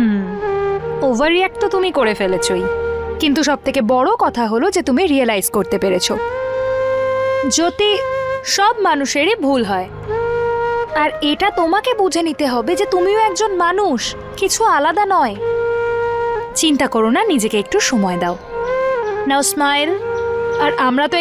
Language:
Bangla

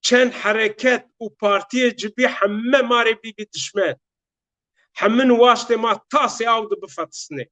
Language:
Zaza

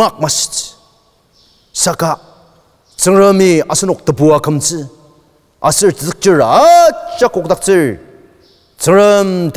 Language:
Ao Naga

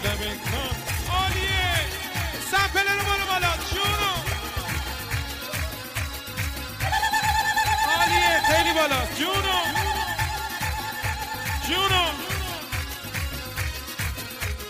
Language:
Persian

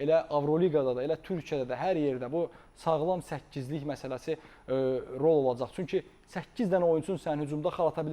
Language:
Azerbaijani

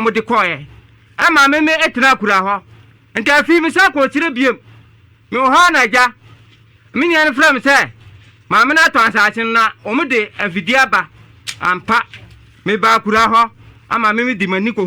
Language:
Akan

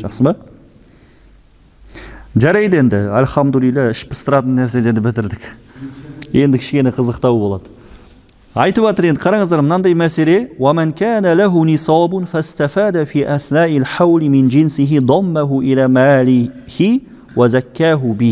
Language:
Kazakh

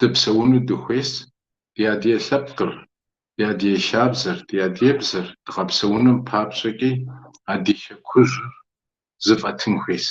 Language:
Kabardian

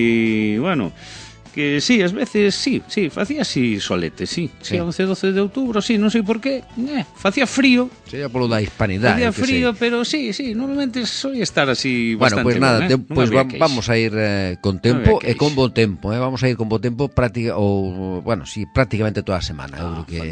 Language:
Galician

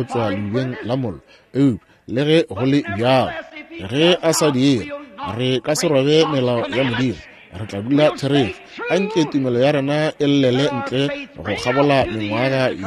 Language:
Northern Sotho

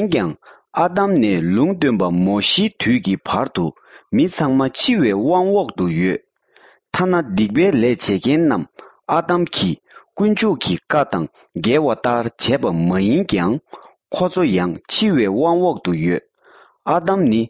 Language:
Tibetan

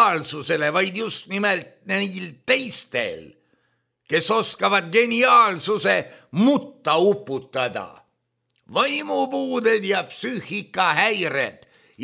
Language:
Estonian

